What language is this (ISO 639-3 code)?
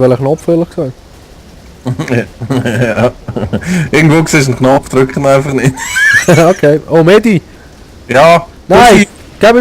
gsw